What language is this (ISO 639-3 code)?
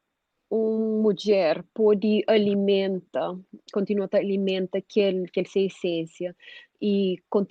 kea